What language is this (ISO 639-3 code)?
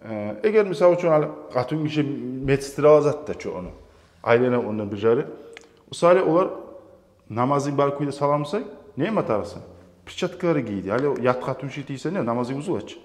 kum